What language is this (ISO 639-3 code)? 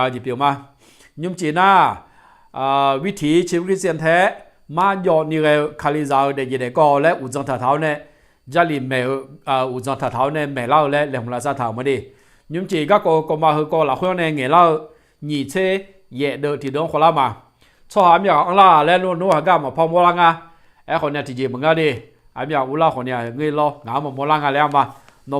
ahk